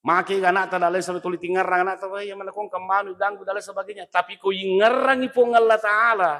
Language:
Buginese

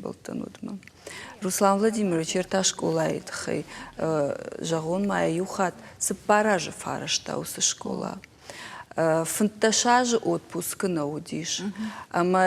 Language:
Ossetic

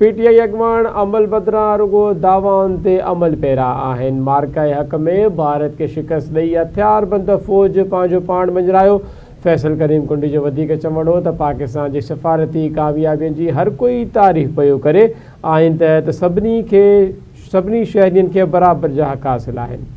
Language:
Sindhi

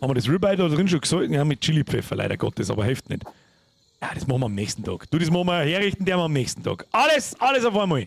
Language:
Bavarian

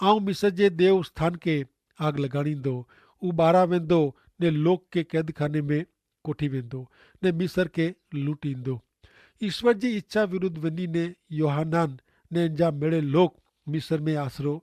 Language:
Kachhi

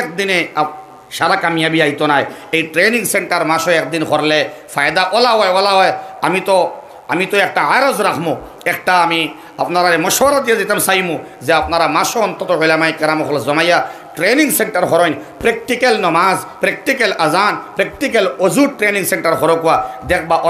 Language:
Sylheti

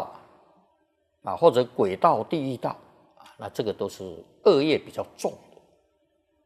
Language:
Chinese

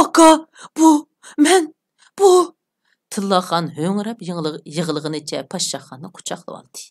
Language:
Uyghur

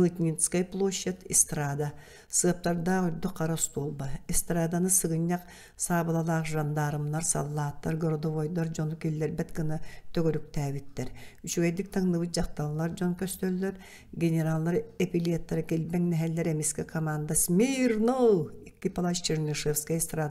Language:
Yakut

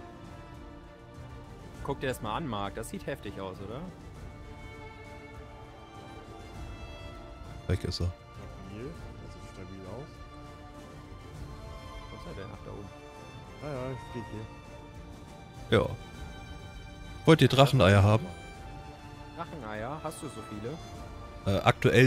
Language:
German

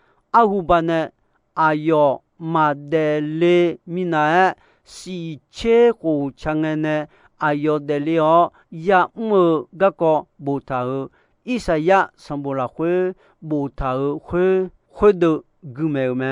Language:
Akha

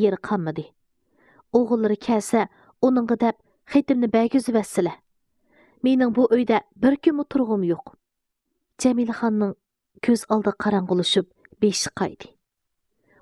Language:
Uyghur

